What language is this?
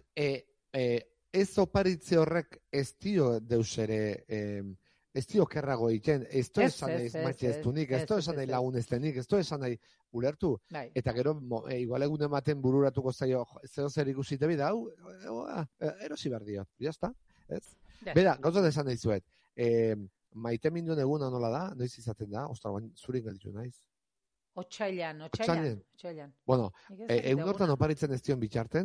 Basque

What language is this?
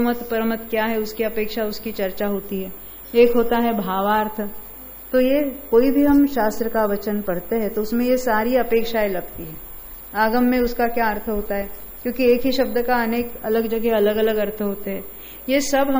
Hindi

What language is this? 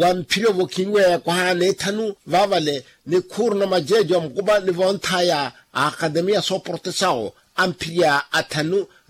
Makhuwa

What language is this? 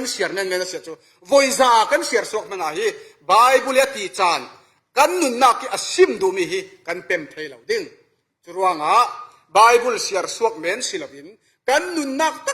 Falam Chin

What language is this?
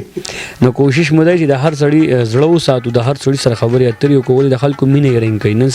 Pashto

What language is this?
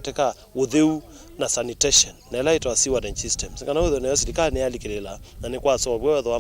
Kamba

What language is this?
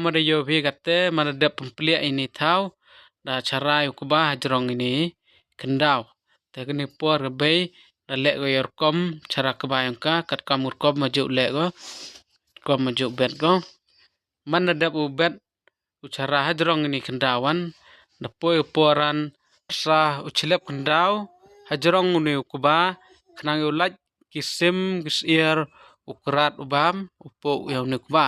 Pnar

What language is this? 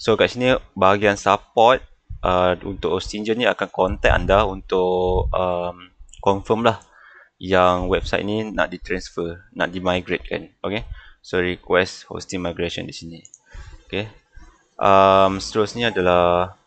Malay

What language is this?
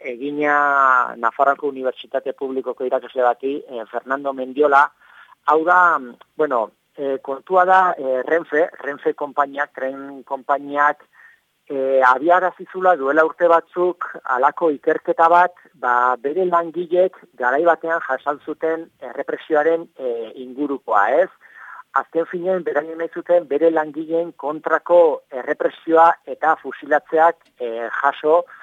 Basque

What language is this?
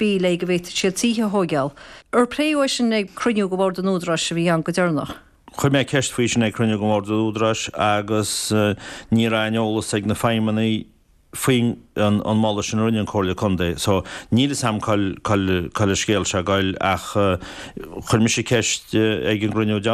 Irish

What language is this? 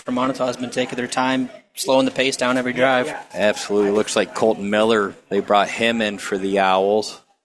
English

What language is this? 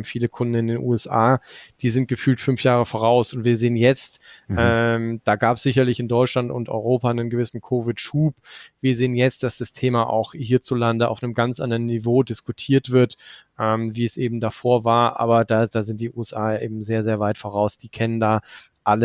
German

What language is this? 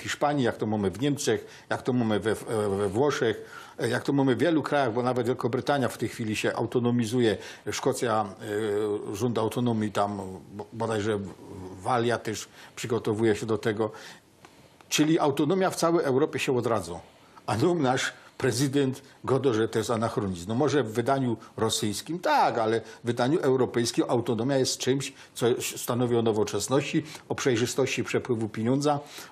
Silesian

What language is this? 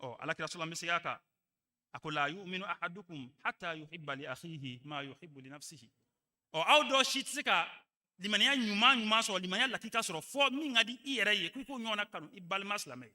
Bambara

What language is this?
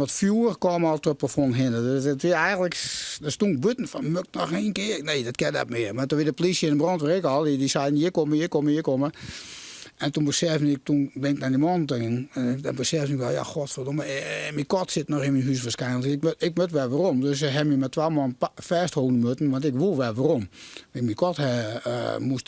Western Frisian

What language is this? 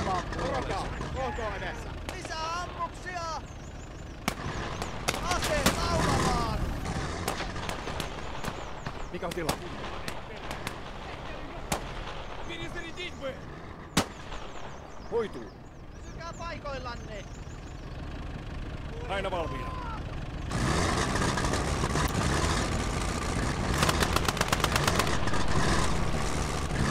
Finnish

